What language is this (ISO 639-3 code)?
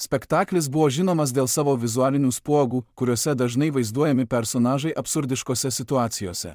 lit